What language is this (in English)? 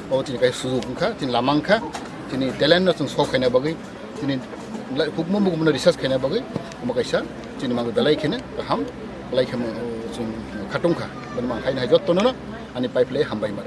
Kok Borok